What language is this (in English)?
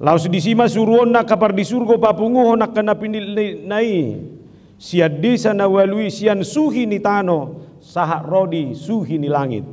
Batak Toba